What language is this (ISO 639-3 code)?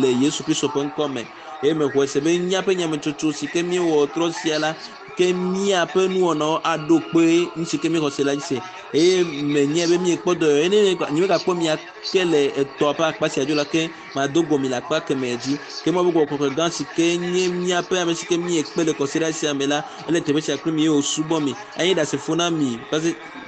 ewe